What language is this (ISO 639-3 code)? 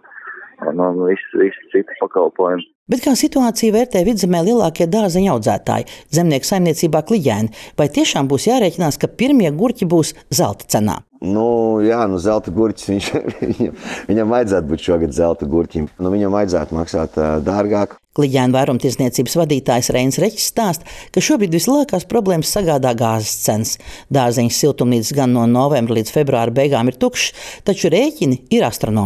lav